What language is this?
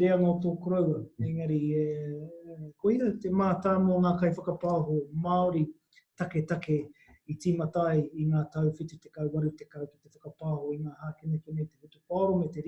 Māori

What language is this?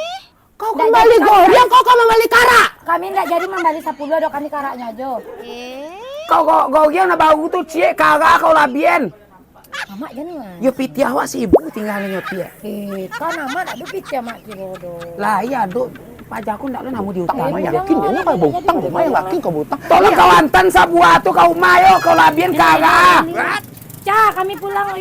Minangkabau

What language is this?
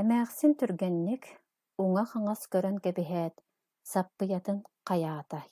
Yakut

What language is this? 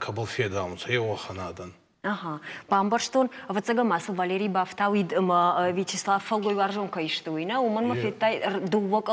Ossetic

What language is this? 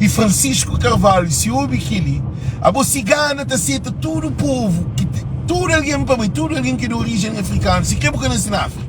Kabuverdianu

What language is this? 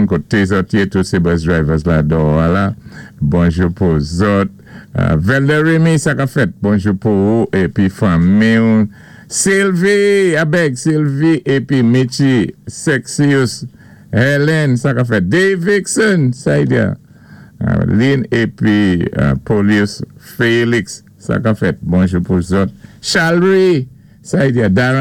Saint Lucian Creole French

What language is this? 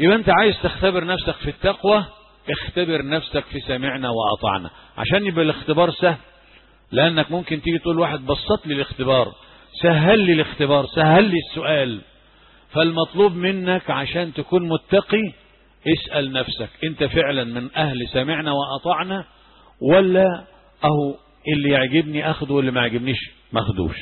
Egyptian Arabic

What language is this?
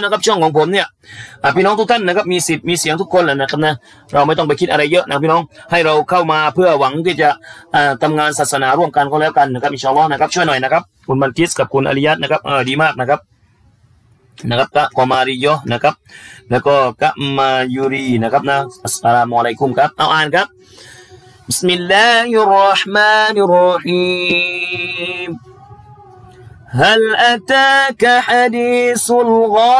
Thai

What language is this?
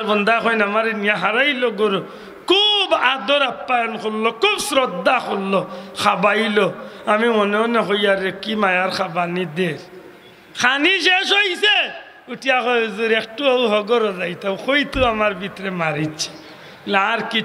Sylheti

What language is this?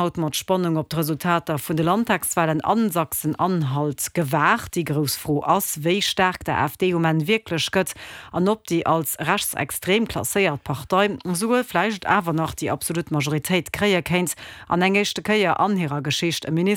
Luxembourgish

